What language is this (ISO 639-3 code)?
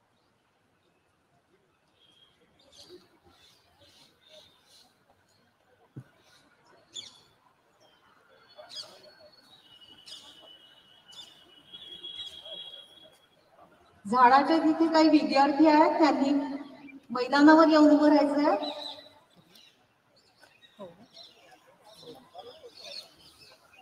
mar